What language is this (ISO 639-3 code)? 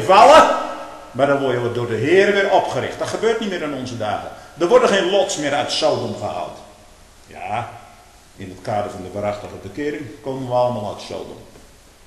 nld